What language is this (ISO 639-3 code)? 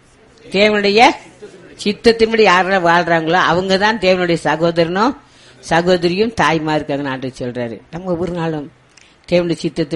tam